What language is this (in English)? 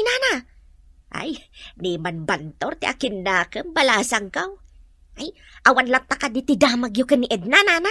Iloko